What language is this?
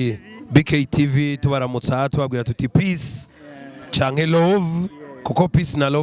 Rundi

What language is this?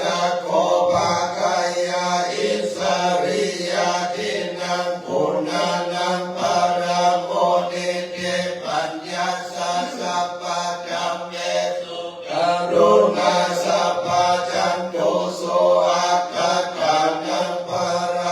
Pali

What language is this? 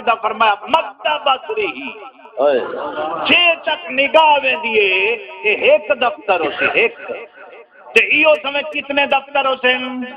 Saraiki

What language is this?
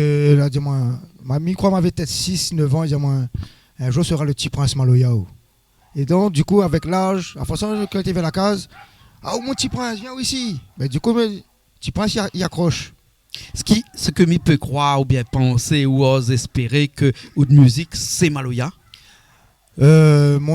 Réunion Creole French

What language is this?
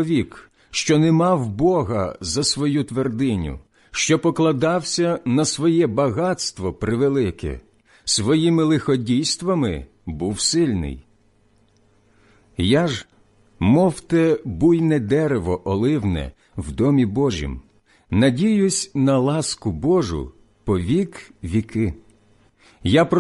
Ukrainian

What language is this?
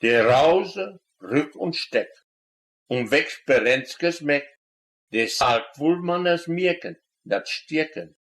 Westphalien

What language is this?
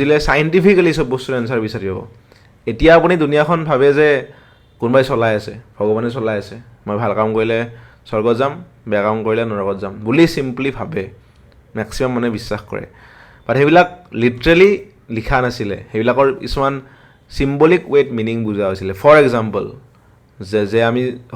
Assamese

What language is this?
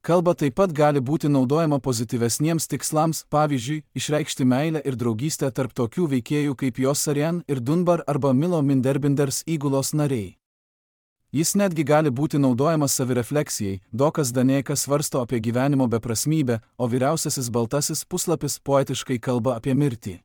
Lithuanian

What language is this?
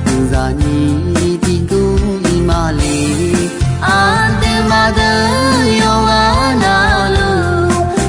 Akha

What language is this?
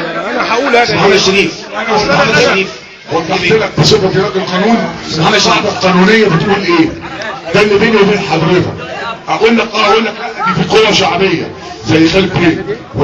Egyptian Arabic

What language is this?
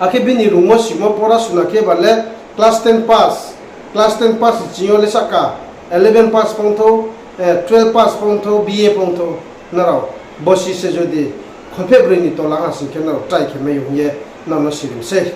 Riang (India)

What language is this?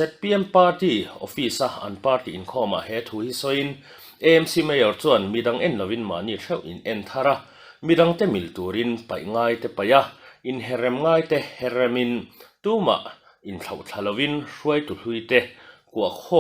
Mizo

